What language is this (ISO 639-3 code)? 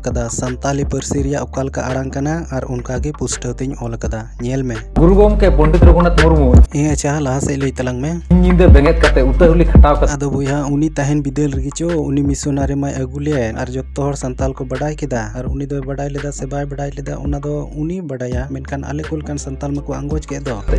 sat